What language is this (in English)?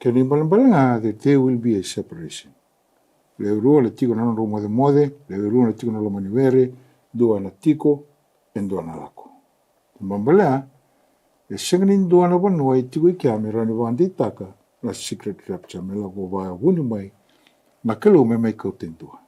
Fijian